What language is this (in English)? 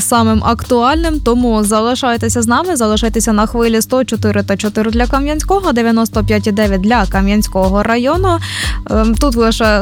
Ukrainian